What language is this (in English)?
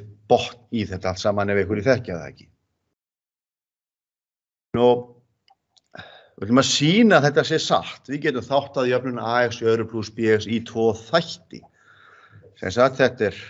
Icelandic